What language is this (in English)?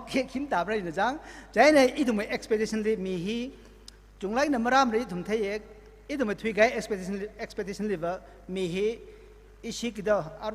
Tangkhul Naga (India)